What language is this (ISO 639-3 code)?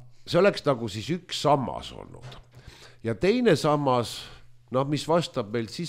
est